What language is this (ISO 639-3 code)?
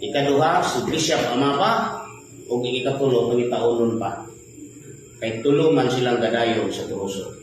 ceb